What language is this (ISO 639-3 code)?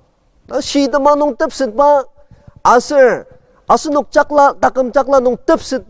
njo